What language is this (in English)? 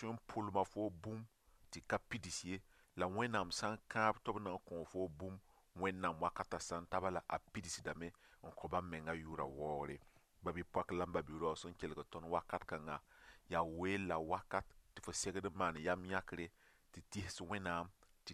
Mossi